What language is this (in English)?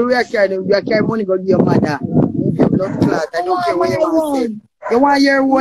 Jamaican Creole English